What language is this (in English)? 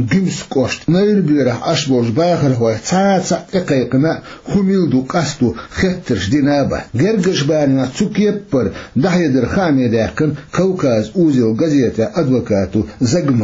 Chechen